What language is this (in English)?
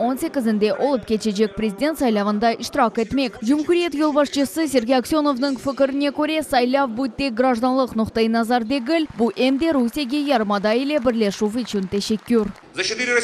Crimean Tatar